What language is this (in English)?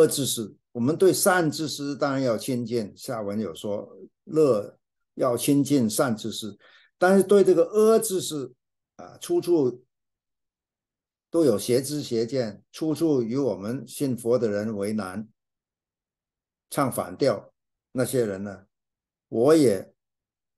Chinese